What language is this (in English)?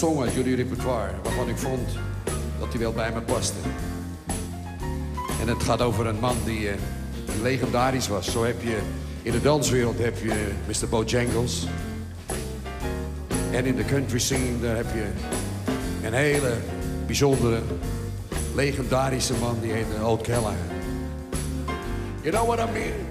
Dutch